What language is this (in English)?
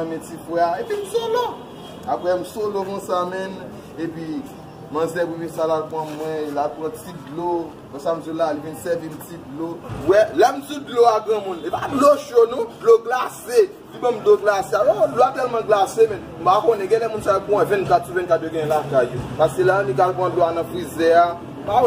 Haitian Creole